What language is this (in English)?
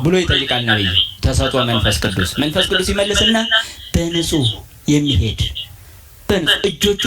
Amharic